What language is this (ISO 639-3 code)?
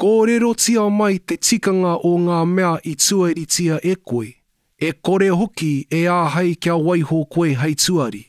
mri